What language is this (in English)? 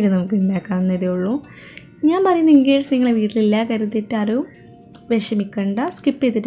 Malayalam